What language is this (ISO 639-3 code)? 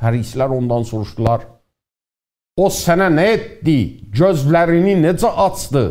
azb